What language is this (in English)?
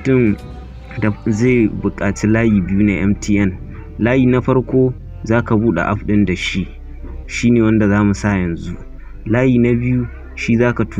Hausa